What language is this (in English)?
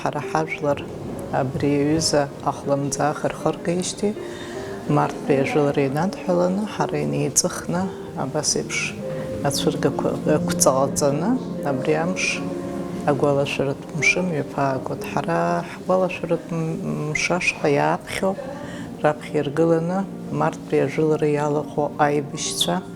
Abkhazian